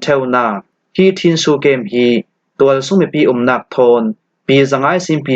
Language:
Falam Chin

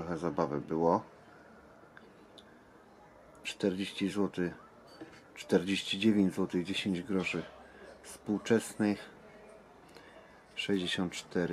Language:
Polish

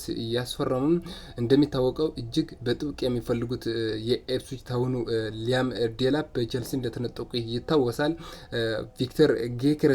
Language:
Amharic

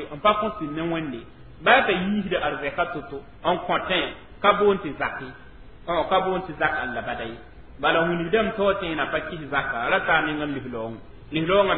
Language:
Mossi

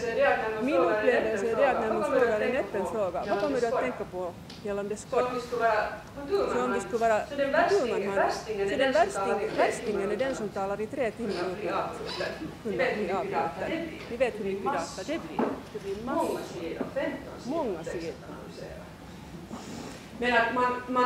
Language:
Swedish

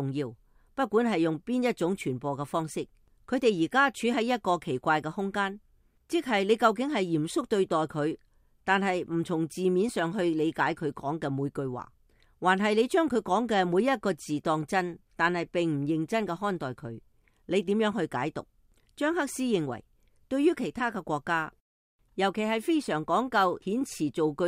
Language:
Cantonese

